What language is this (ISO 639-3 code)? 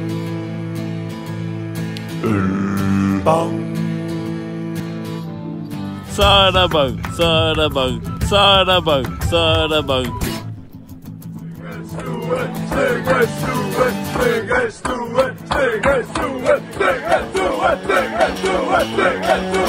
dan